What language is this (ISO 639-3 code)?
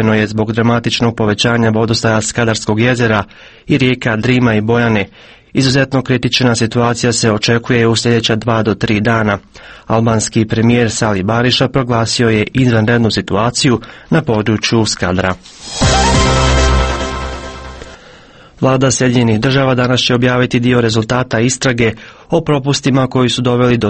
hrv